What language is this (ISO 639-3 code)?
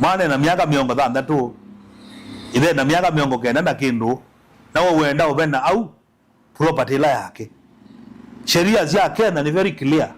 kam